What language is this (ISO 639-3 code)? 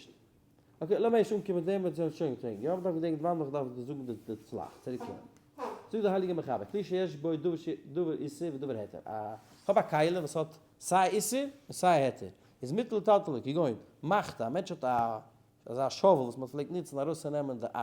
yid